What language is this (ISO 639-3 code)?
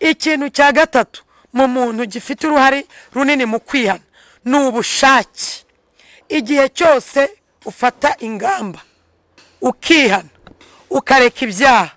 kin